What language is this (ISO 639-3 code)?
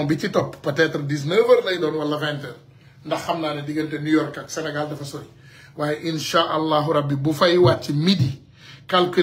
wol